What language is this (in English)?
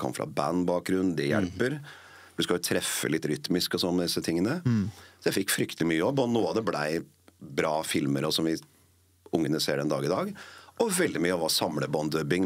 Norwegian